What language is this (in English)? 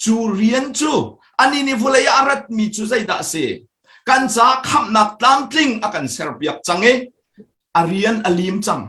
Hakha Chin